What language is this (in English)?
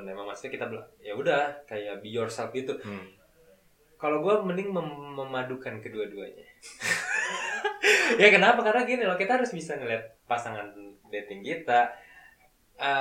Indonesian